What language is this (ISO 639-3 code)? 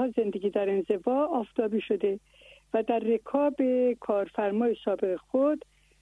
fas